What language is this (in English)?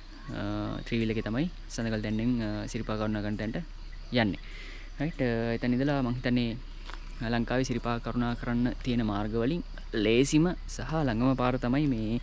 Sinhala